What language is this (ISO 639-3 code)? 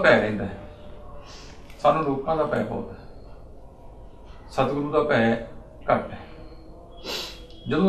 pan